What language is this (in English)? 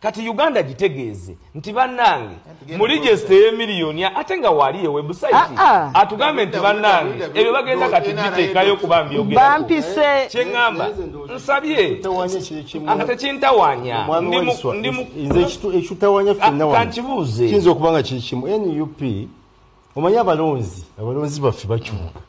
Ganda